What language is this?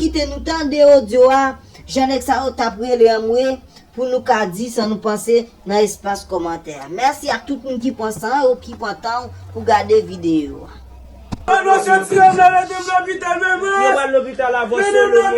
Haitian Creole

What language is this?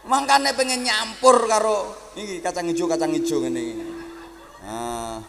Javanese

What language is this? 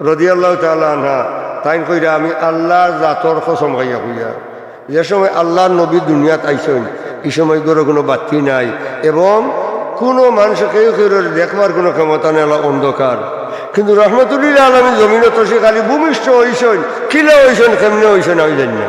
Sylheti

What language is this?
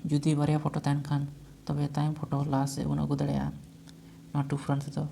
Santali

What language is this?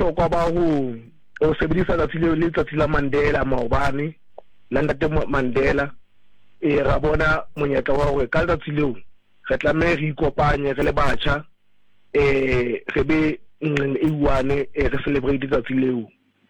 Southern Sotho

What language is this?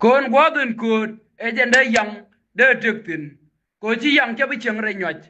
Nuer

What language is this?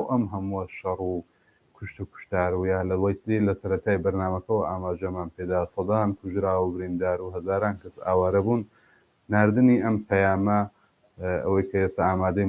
Central Kurdish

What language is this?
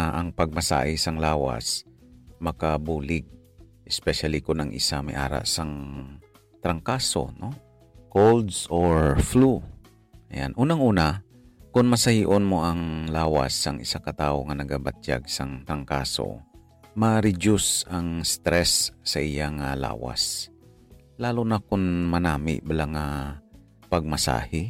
Hiligaynon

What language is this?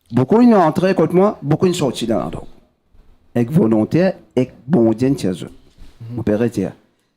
Morisyen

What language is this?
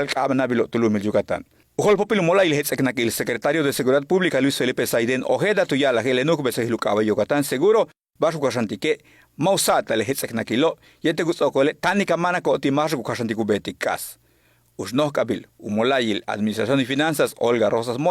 Yucateco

